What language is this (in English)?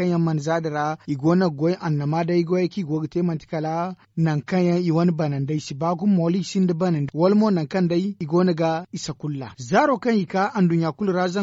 Zarma